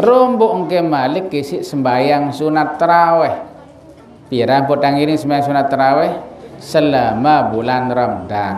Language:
Sasak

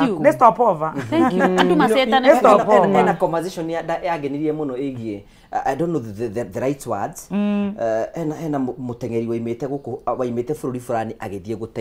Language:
Kikuyu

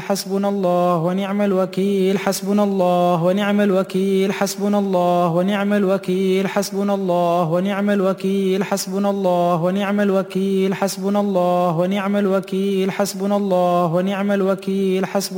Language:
Arabic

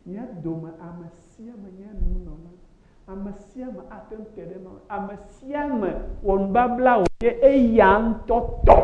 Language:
Ewe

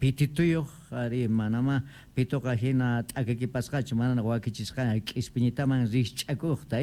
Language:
Quechua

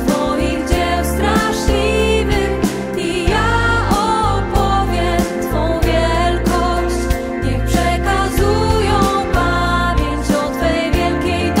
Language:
Polish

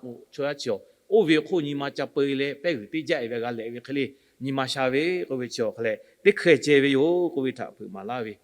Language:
Lahu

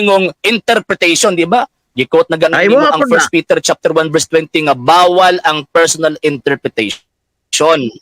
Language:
Cebuano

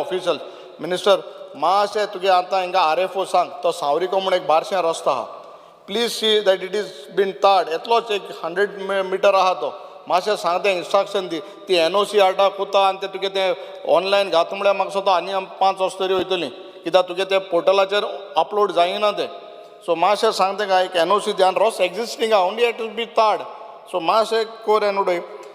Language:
Konkani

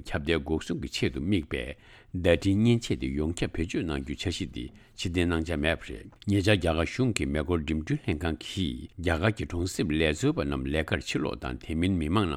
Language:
Tibetan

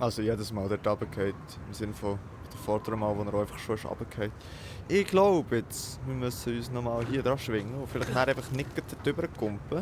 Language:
Swiss German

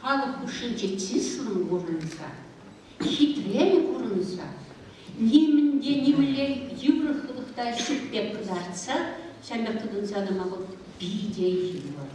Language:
Chuvash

